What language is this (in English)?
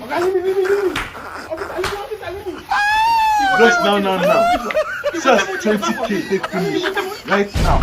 Nigerian Pidgin